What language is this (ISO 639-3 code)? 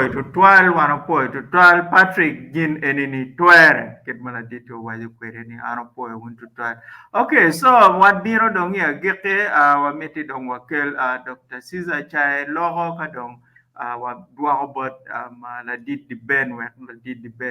ach